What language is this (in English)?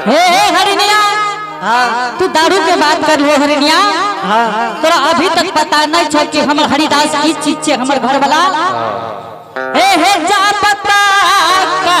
Angika